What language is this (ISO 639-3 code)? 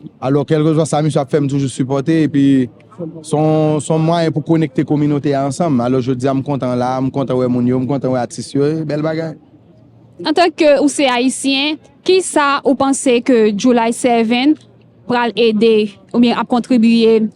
hat